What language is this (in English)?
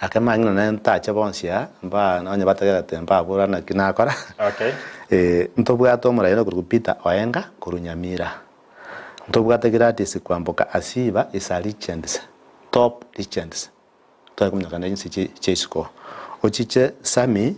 Gusii